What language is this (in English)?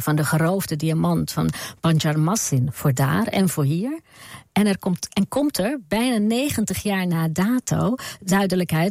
Dutch